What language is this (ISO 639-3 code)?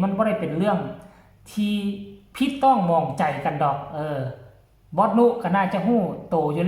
tts